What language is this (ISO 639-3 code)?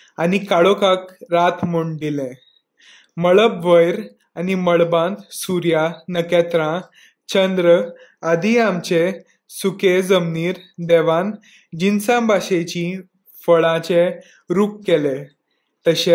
kok